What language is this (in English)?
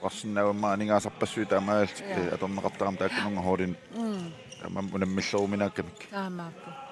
Kalaallisut